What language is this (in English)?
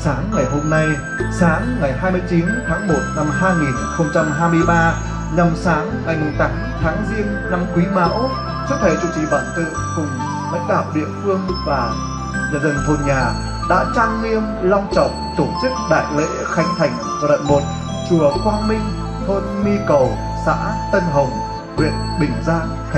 Vietnamese